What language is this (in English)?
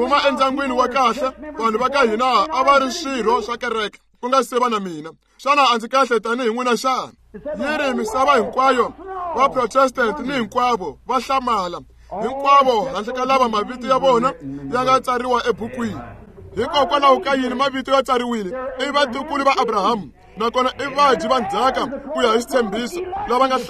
Tsonga